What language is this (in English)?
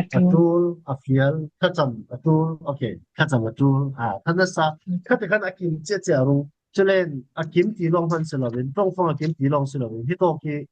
Falam Chin